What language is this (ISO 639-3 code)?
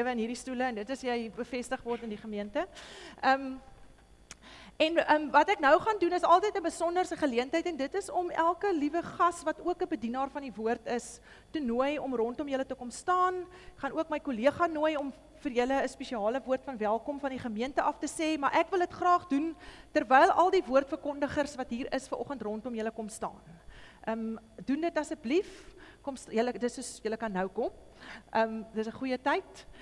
afr